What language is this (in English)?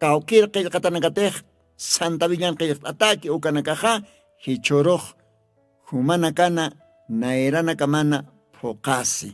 Aymara